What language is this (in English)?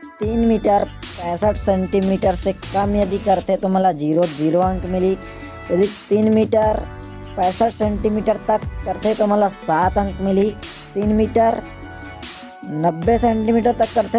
Chhattisgarhi